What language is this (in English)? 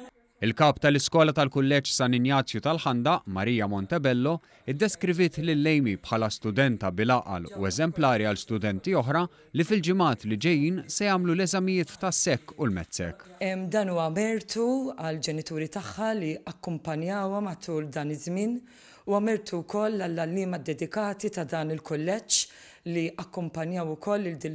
Maltese